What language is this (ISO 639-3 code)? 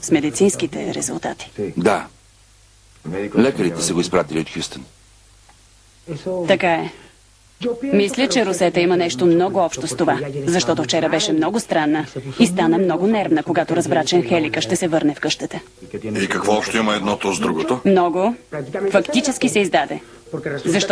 bul